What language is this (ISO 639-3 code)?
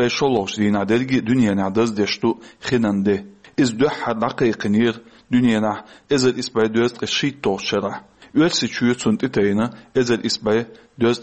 che